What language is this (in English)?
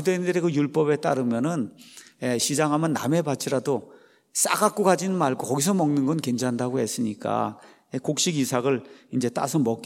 Korean